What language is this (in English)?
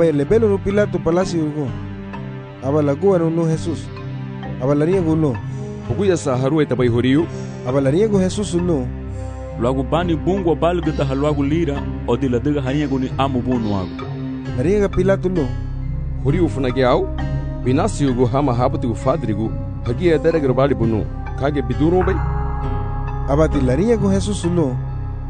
Garifuna